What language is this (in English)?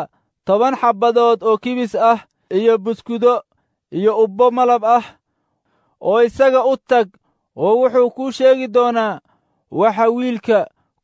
Somali